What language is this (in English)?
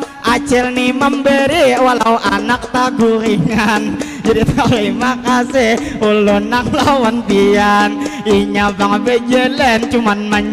Banjar